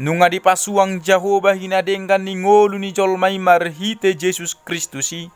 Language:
Batak Toba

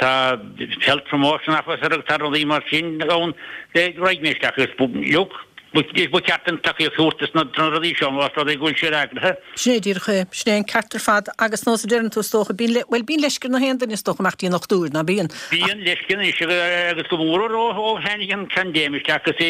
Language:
Irish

